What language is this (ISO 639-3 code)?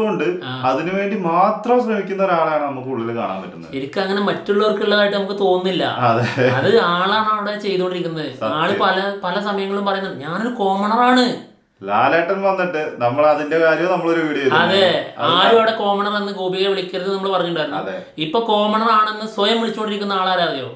mal